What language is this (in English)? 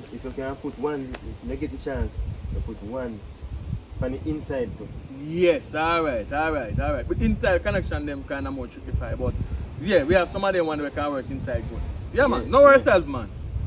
Jamaican Creole English